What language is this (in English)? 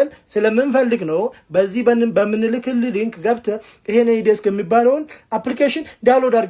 Amharic